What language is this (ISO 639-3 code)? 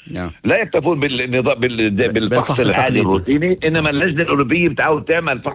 apc